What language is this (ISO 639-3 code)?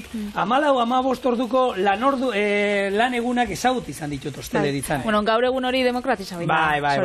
eus